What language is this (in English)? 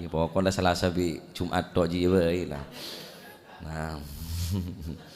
Madurese